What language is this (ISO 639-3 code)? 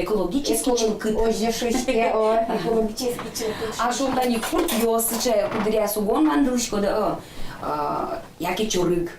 udm